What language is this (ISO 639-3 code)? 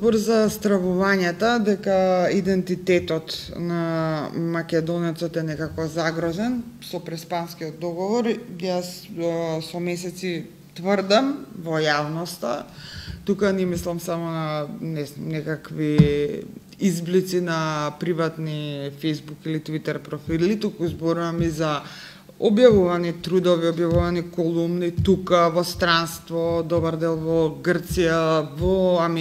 mkd